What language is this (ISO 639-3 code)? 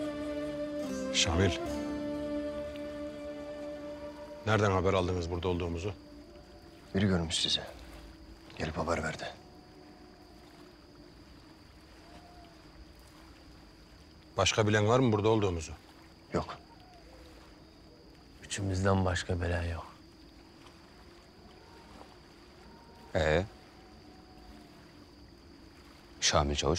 tur